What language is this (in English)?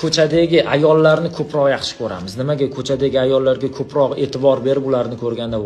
Uzbek